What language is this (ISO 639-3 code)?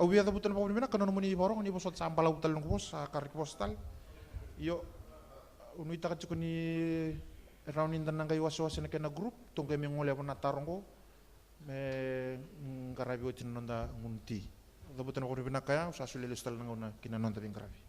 fij